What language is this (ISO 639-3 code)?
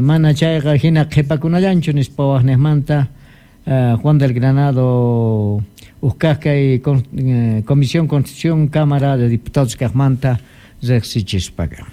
que